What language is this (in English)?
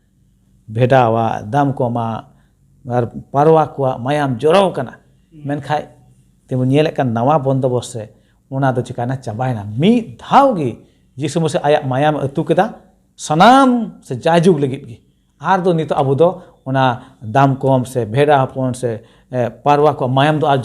Santali